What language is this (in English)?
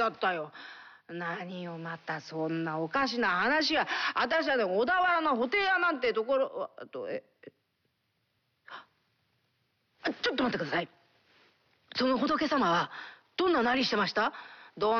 Japanese